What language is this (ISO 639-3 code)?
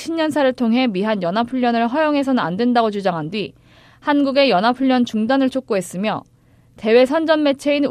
kor